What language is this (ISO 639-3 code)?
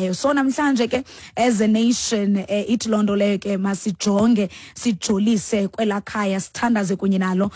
xho